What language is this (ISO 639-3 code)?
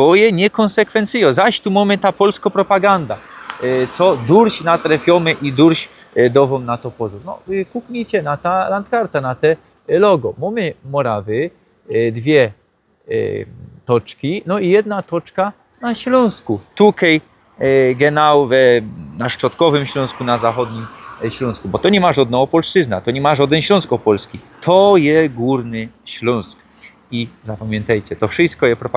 szl